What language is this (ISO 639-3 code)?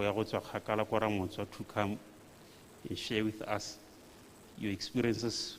tsn